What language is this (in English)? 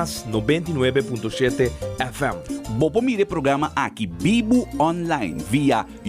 Papiamento